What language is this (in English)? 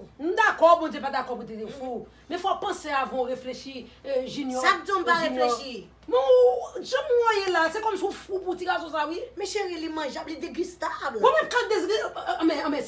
Haitian Creole